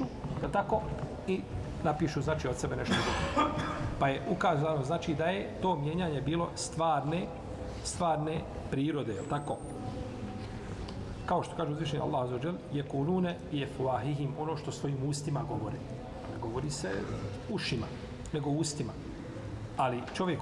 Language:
Bosnian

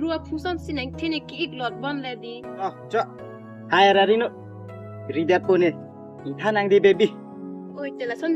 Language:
Karbi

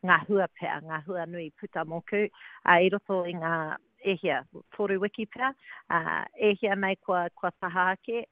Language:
Māori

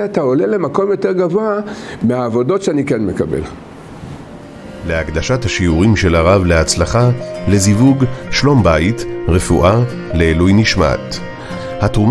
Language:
Hebrew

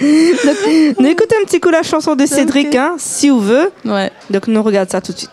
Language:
Réunion Creole French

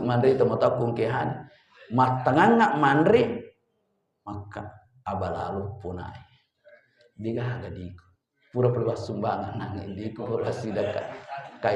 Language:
Buginese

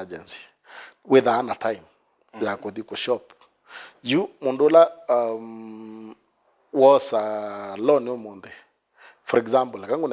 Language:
Kamba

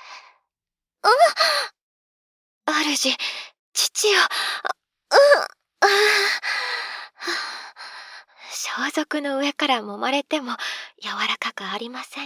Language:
Japanese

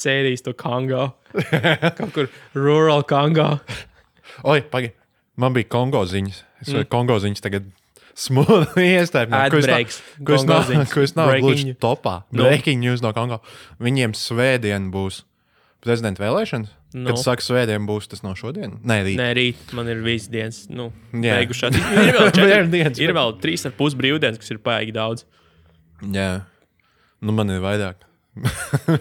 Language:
Latvian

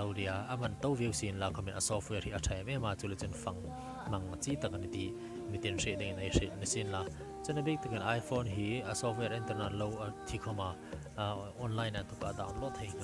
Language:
Hmar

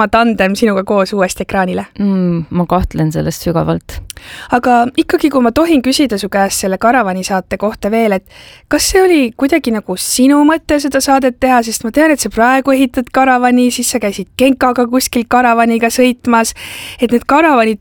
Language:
Estonian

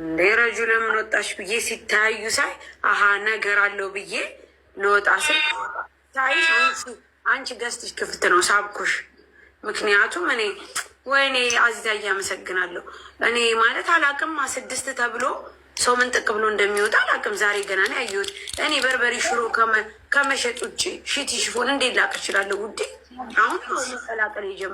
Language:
Amharic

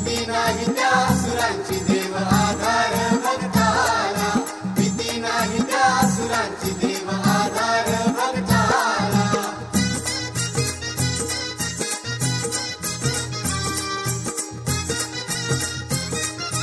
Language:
Marathi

